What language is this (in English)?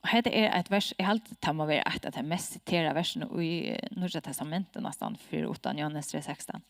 Faroese